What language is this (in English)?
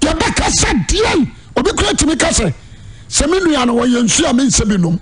Akan